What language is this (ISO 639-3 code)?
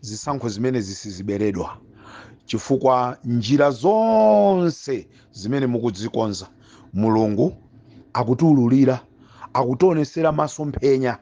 nya